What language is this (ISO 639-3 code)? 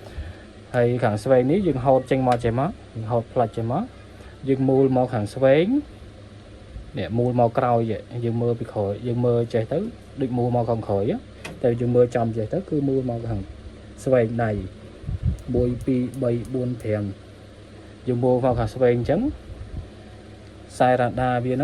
khm